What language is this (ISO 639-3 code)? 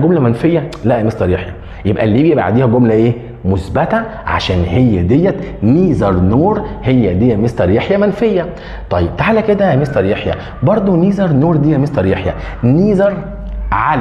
arz